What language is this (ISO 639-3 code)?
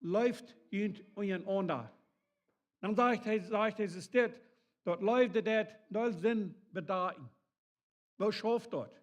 pdt